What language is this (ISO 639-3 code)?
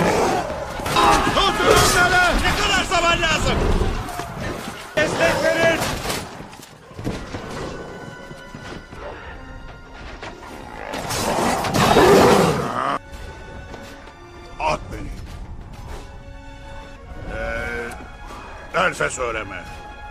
tur